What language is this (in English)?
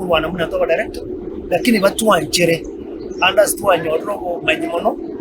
Gusii